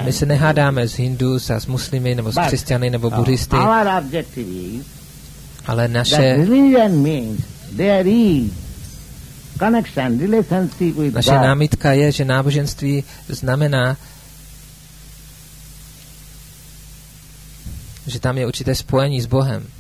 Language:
Czech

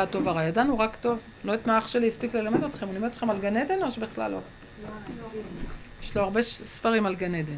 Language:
Hebrew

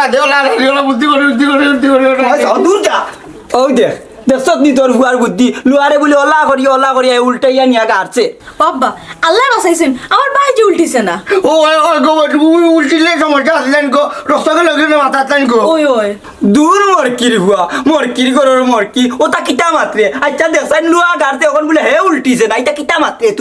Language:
Sylheti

